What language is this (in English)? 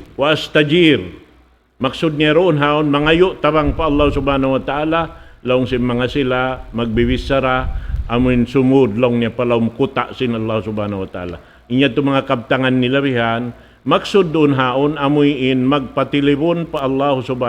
Tausug